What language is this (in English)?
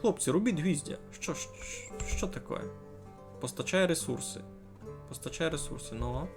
Rusyn